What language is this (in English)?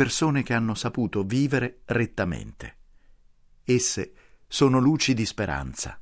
Italian